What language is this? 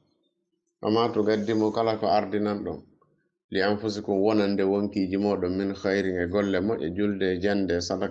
Fula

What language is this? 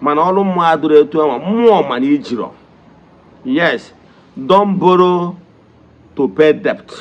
Igbo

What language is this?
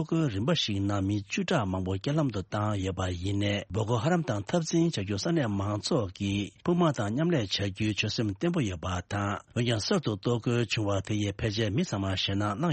Tibetan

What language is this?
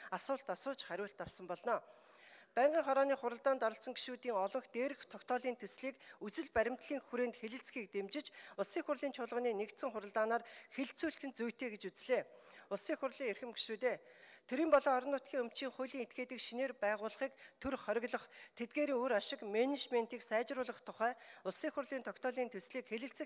Mongolian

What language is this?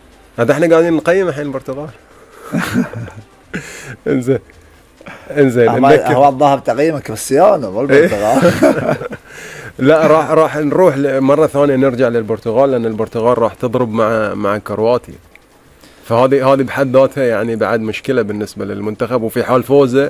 Gulf Arabic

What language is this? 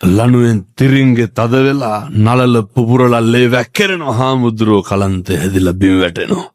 Sinhala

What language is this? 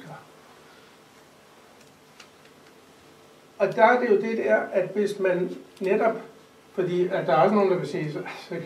Danish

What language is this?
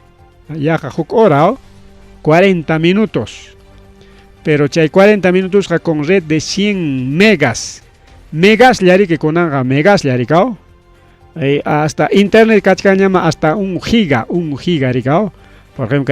Ayacucho Quechua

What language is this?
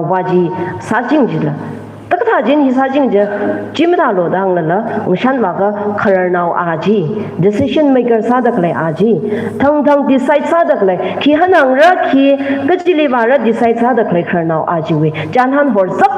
Tangkhul Naga (India)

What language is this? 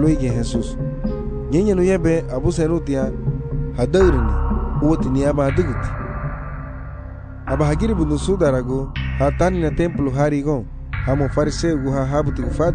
Garifuna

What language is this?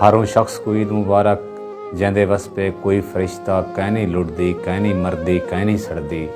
Saraiki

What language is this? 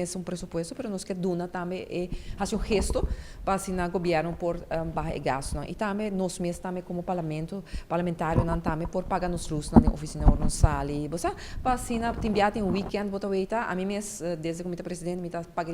Papiamento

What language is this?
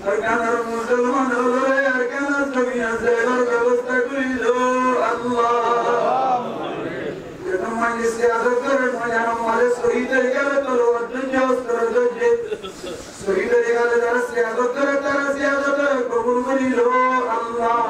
Rohingya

